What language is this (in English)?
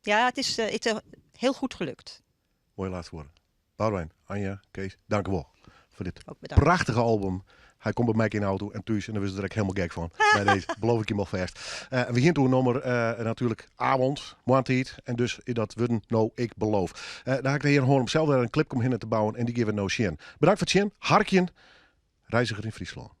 Western Frisian